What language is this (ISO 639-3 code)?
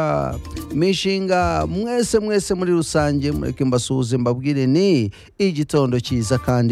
kin